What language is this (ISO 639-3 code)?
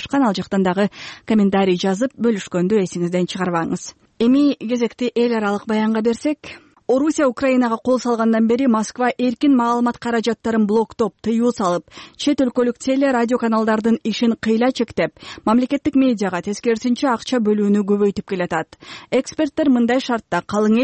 kir